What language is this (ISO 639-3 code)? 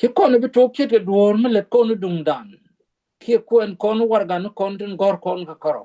nus